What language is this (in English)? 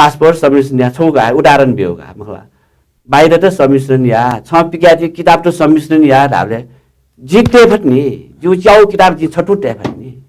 Newari